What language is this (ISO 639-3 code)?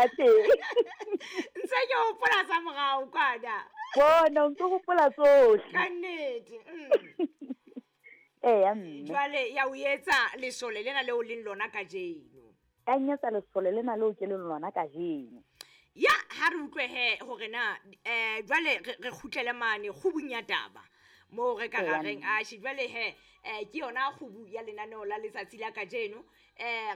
sot